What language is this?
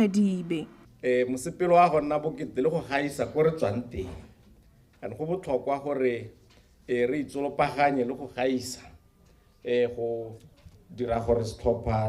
Tswana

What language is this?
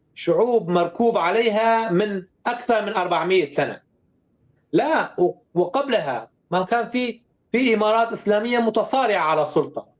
North Levantine Arabic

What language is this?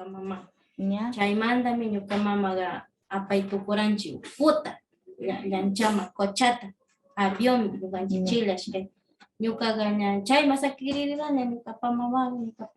Northern Pastaza Quichua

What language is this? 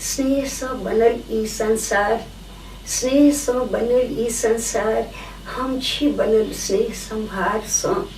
Maithili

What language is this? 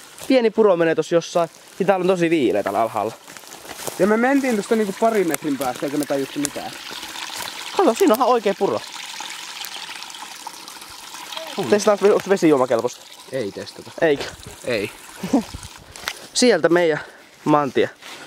Finnish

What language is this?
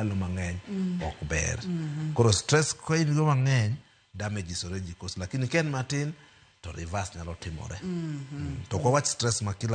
Luo (Kenya and Tanzania)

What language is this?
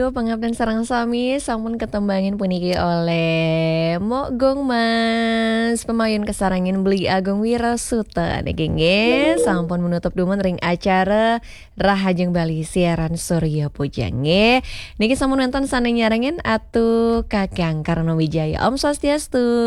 Balinese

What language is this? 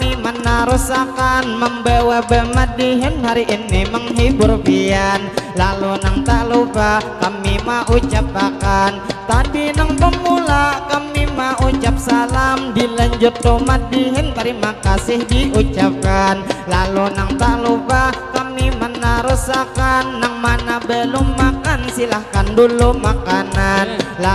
Banjar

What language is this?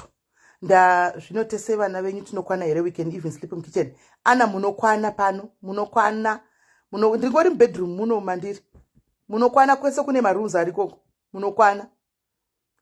Shona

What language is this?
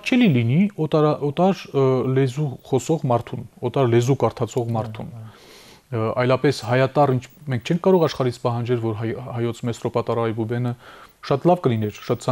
Armenian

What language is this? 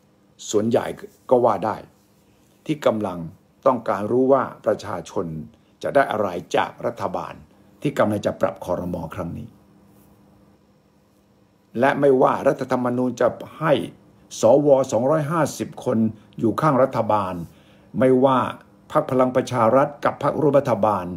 Thai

